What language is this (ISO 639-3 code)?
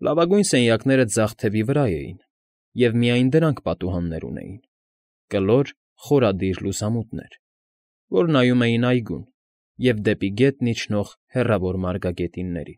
hye